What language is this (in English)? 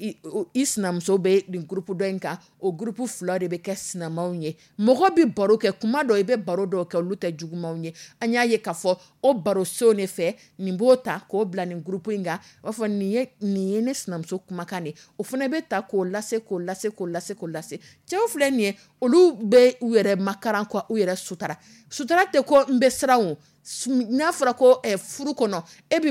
Dyula